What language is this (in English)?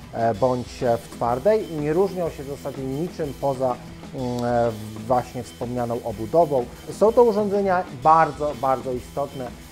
Polish